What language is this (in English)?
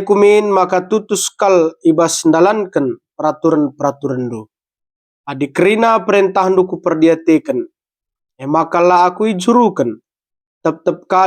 Batak Karo